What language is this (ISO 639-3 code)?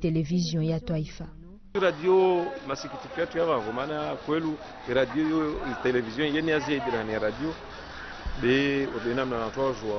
zdj